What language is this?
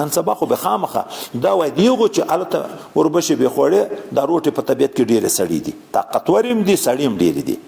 Pashto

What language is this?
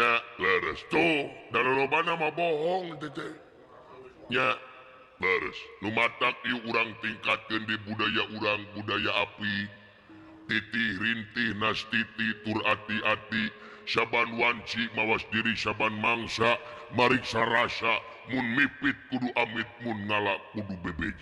Sundanese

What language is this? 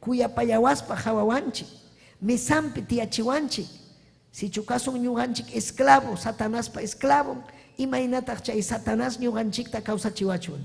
Ayacucho Quechua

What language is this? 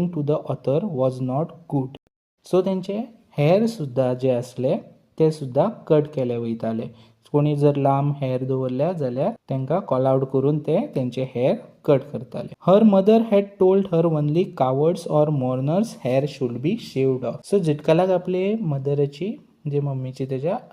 Konkani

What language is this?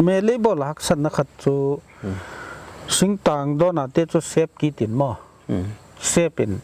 Paite Chin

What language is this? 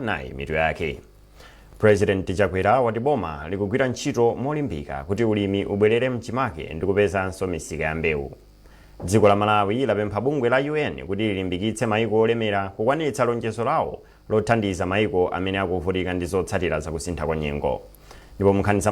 Nyanja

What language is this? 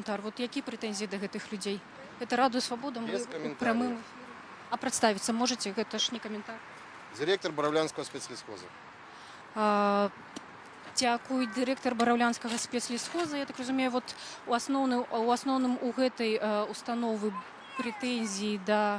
Belarusian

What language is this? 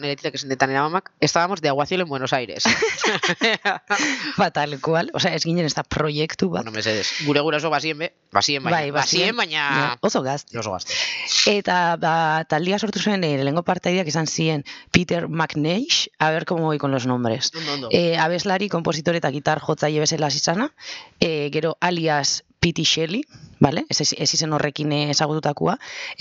Basque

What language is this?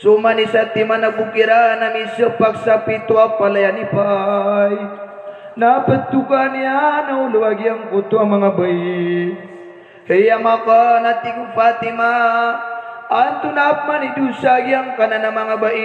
Maranao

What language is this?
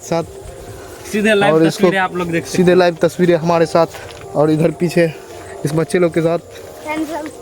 Maithili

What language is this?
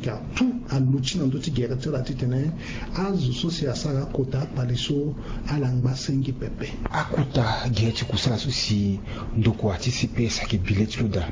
Sango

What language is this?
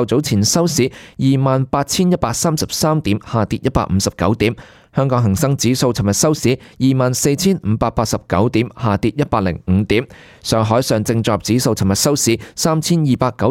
Cantonese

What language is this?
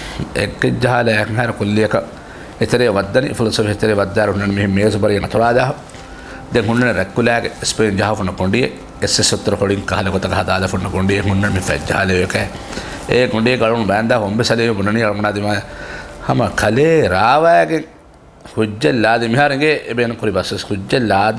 Divehi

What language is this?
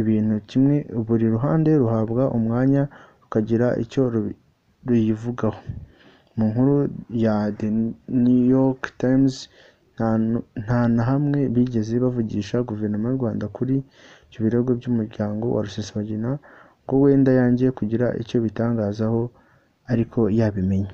Kinyarwanda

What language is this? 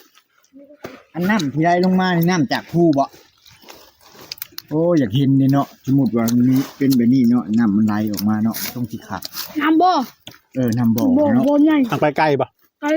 Northeastern Thai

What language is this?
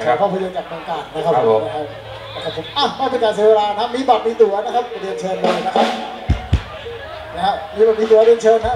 Thai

